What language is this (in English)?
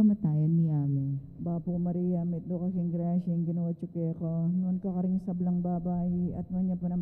Pampanga